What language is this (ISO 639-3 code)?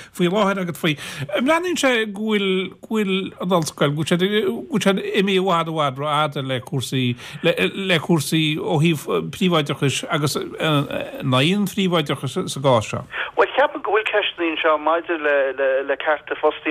gle